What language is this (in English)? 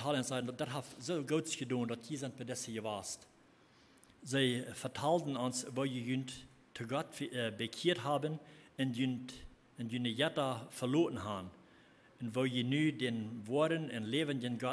Plautdietsch